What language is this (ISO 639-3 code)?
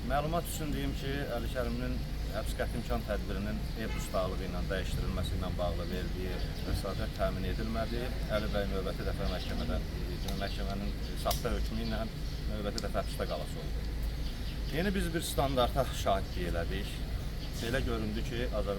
aze